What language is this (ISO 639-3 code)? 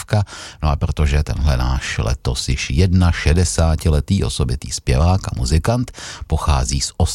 ces